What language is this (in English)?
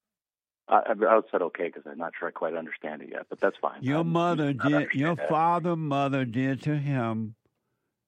English